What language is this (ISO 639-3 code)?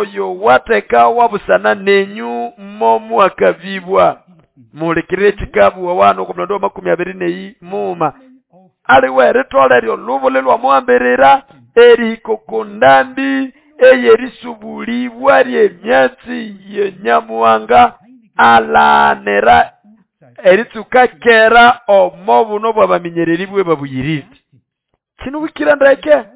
nnb